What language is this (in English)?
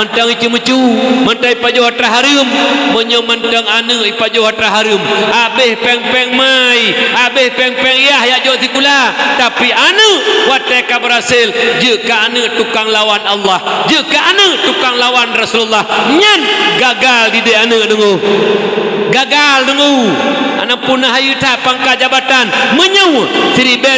Achinese